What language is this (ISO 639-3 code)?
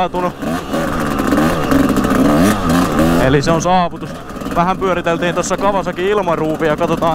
fin